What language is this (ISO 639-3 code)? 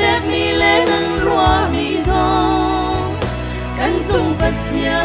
cnh